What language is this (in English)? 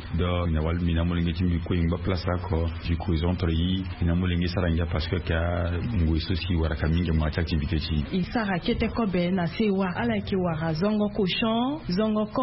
Sango